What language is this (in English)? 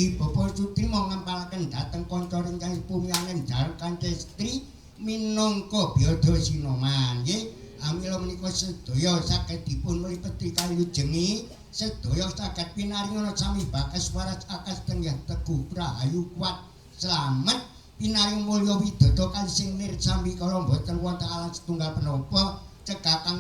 Javanese